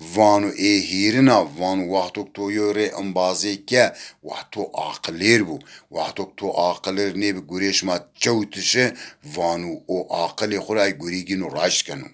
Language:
Zaza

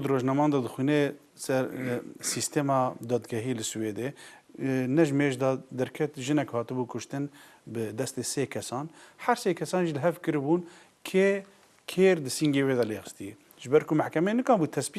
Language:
Kurdish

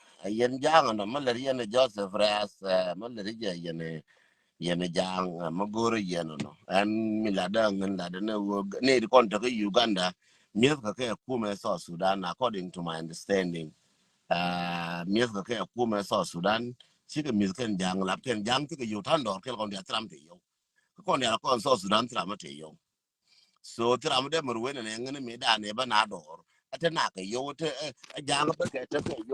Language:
Nuer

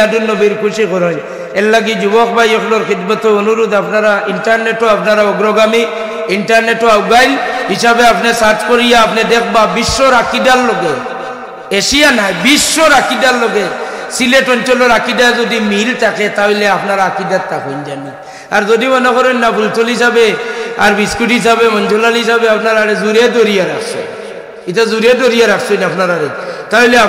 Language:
Sylheti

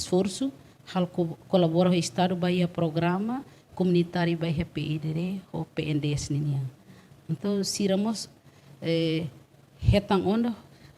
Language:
Tetum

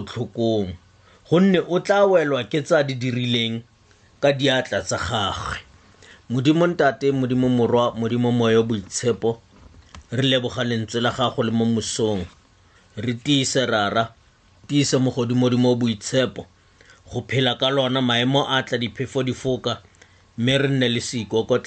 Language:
Tswana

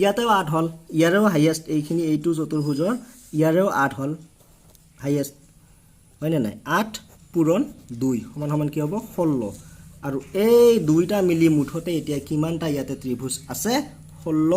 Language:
Assamese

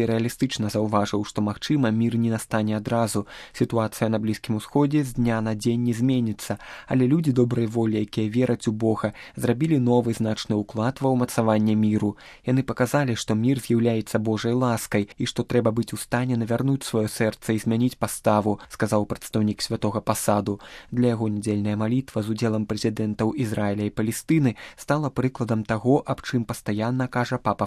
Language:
Belarusian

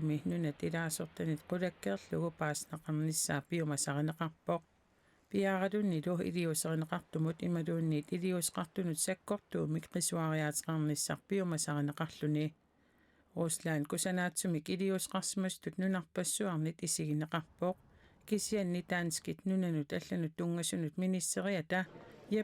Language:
Kalaallisut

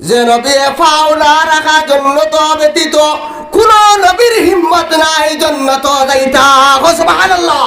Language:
Sylheti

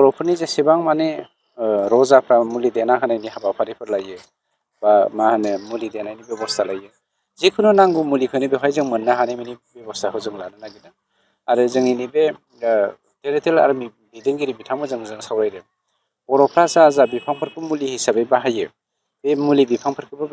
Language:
Bodo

